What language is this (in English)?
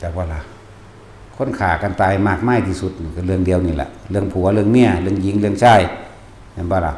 Northeastern Thai